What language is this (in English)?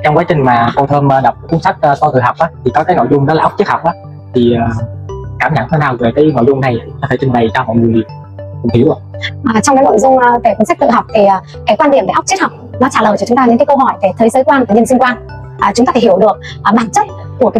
Vietnamese